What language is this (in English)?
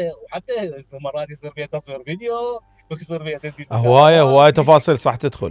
Mesopotamian Arabic